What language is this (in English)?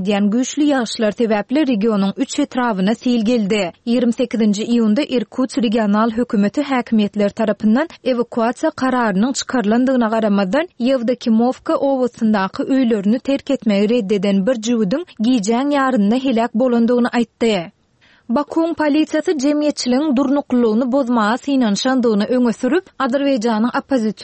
Turkmen